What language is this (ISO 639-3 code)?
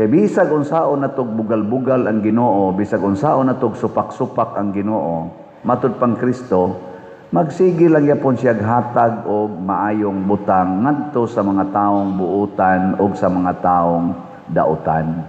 ceb